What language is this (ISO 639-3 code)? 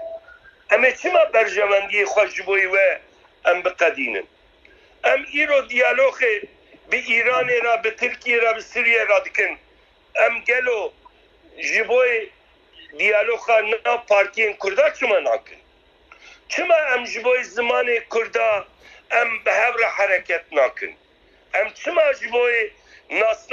kur